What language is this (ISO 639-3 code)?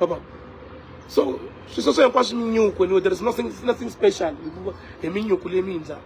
tso